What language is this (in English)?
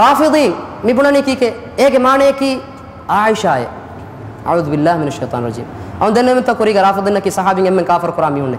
Divehi